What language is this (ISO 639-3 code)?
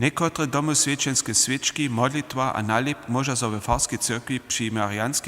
hsb